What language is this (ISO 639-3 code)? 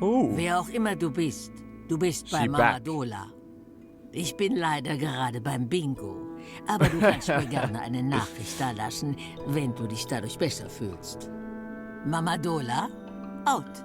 gsw